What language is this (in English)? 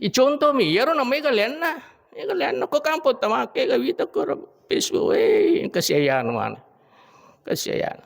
Buginese